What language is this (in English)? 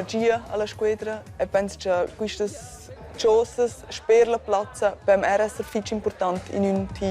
Romansh